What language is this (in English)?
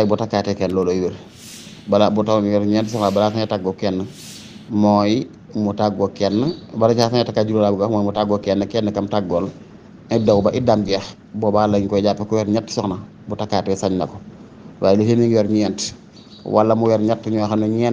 Wolof